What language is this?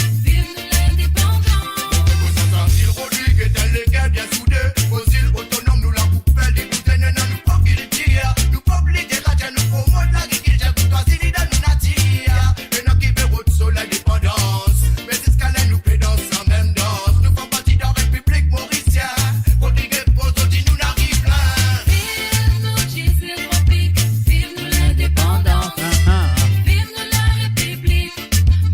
Morisyen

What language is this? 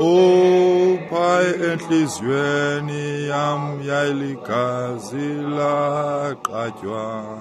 Xhosa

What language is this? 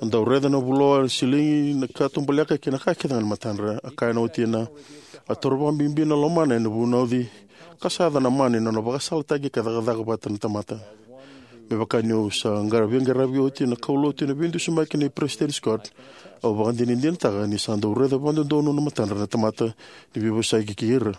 Fijian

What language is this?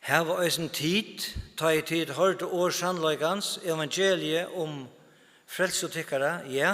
Faroese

